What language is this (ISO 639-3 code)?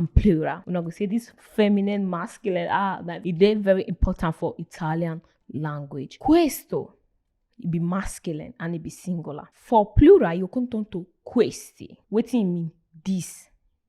pcm